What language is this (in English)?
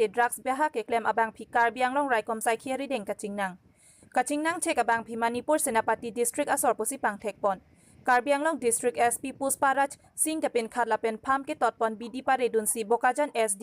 Karbi